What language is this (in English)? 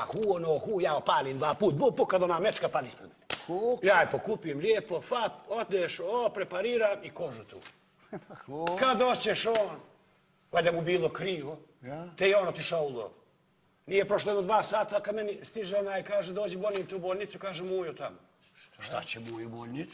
Bosnian